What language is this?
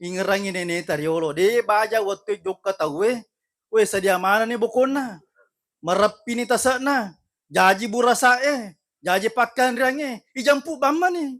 Buginese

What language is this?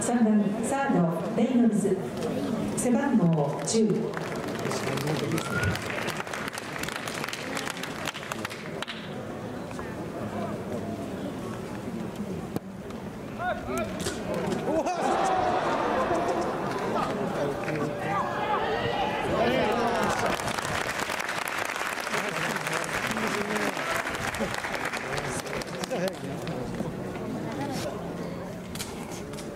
Japanese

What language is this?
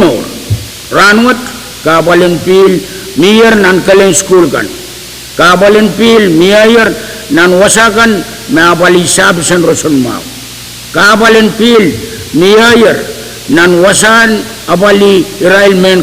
Pohnpeian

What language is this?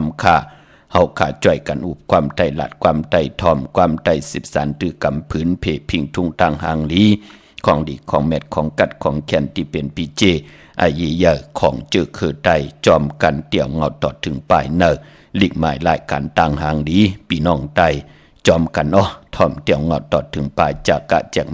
Shan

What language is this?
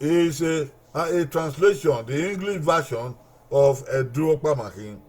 Bini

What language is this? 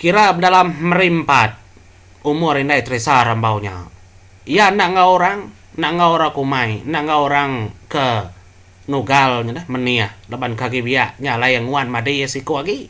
Iban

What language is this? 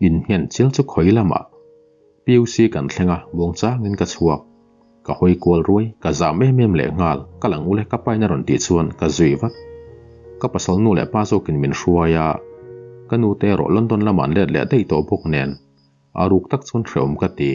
Mizo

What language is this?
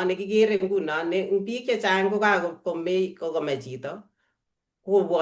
Kalenjin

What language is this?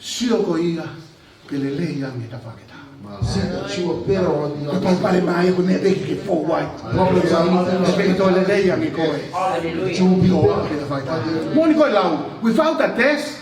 Tongan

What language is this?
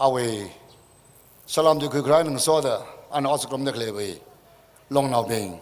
Tangkhul Naga (India)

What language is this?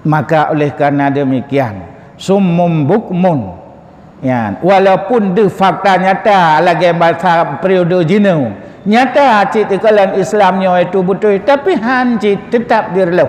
Achinese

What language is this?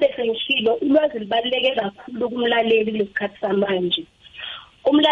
South Ndebele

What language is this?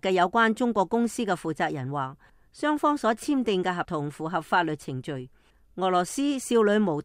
Cantonese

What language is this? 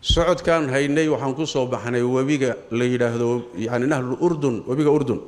Somali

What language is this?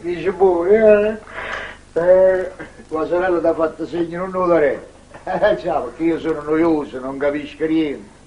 Neapolitan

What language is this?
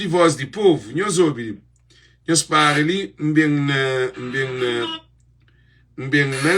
Kabuverdianu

